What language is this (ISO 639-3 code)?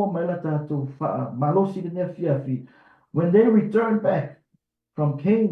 smo